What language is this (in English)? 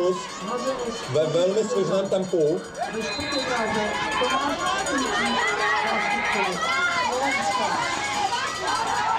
Czech